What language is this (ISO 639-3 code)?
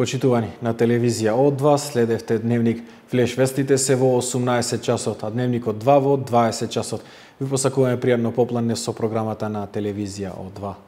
mkd